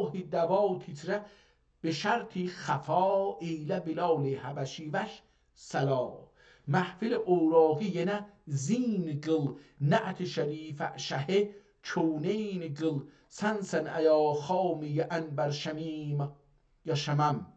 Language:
South Azerbaijani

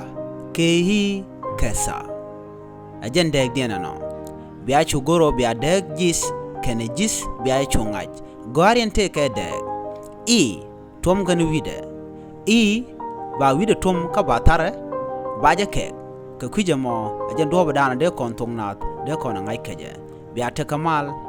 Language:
Nuer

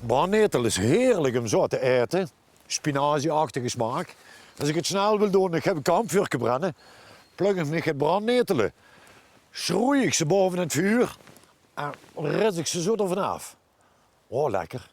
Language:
Limburgish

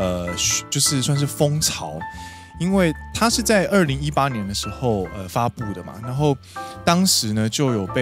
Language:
Chinese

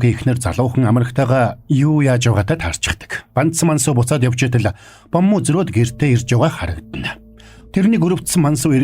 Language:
Mongolian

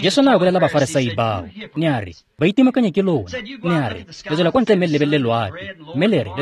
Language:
Tswana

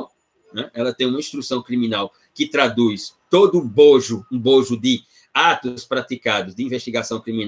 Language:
Portuguese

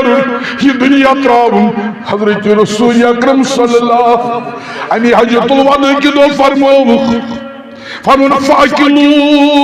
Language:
Kashmiri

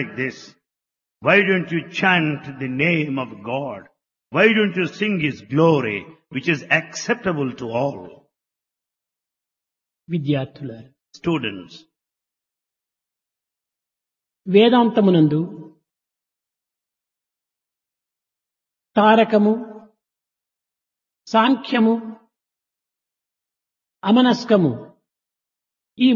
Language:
Telugu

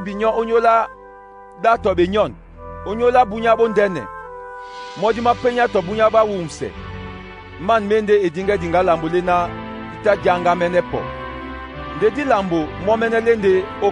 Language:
Duala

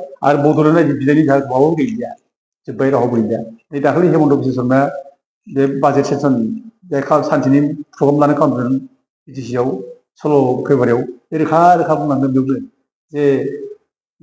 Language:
Bodo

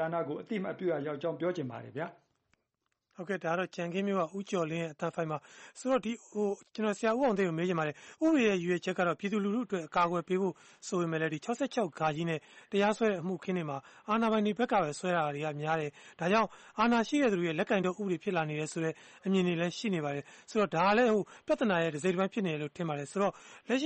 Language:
Burmese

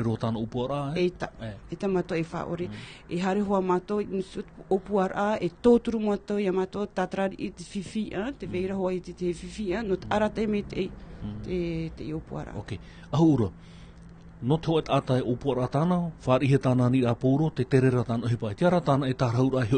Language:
Tahitian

